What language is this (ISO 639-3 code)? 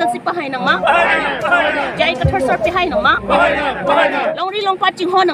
mjw